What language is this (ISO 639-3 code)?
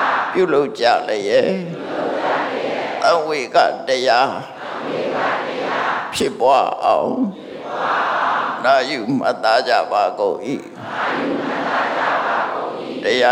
mya